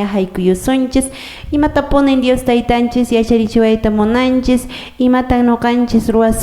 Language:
Quechua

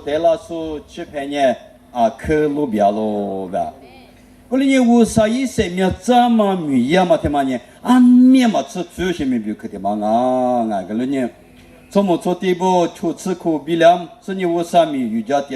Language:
Lisu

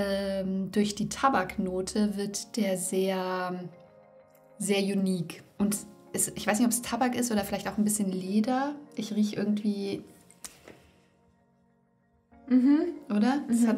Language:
German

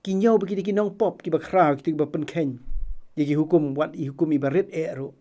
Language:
Khasi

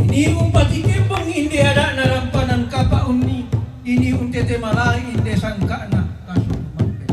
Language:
Toraja-Sa'dan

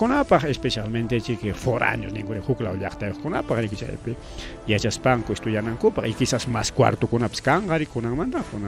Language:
Ayacucho Quechua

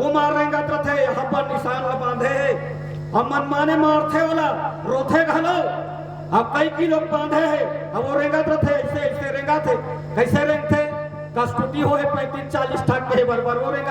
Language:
Chhattisgarhi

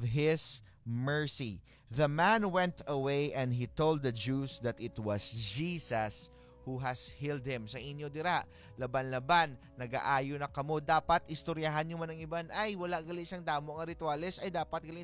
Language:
Hiligaynon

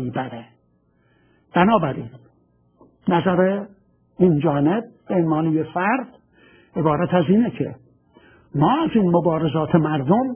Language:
Persian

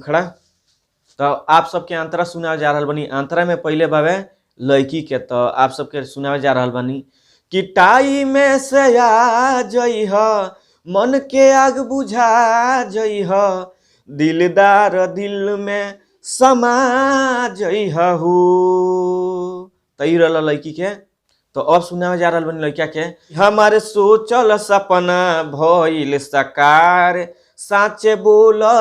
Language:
Bhojpuri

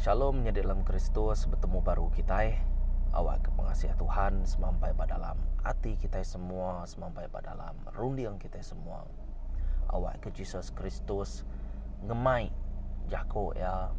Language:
Iban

